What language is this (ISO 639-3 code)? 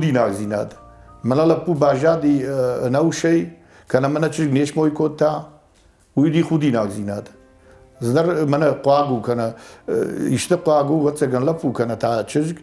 oss